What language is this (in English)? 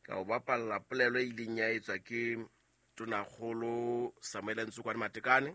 Southern Sotho